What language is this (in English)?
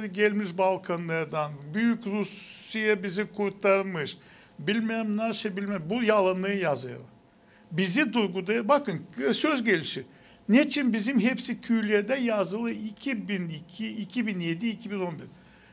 Gagauz